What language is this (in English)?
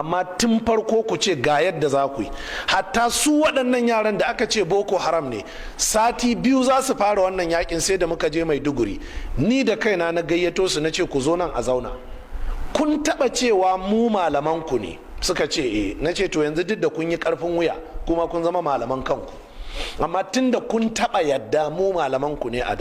Hausa